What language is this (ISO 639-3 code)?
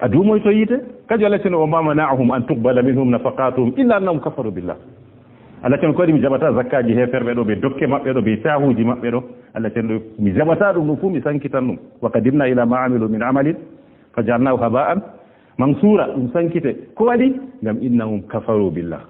ful